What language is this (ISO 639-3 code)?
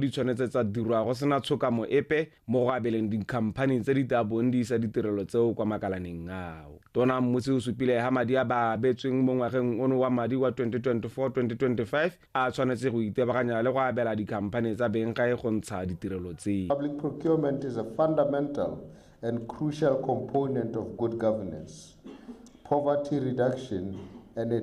tsn